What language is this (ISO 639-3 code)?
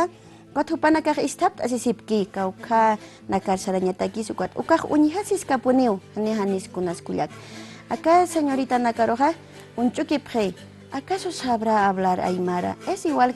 aym